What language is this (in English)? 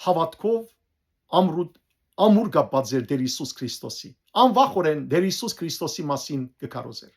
Western Armenian